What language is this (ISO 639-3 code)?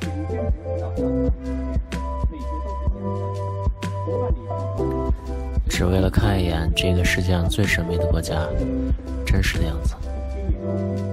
zho